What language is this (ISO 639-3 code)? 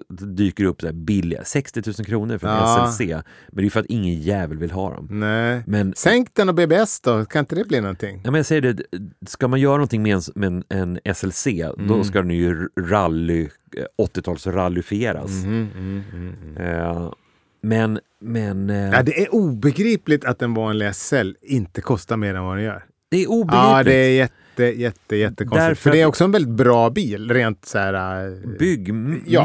swe